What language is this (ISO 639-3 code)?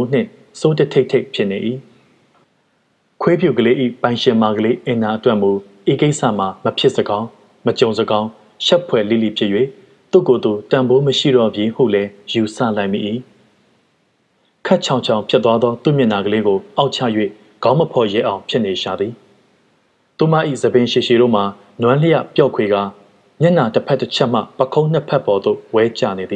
mya